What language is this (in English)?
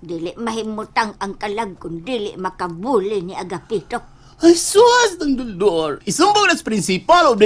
Cebuano